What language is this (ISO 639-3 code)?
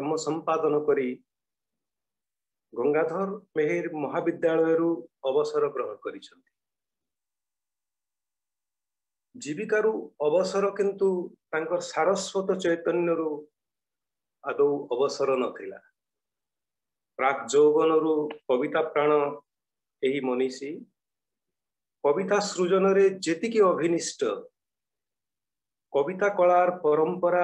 ori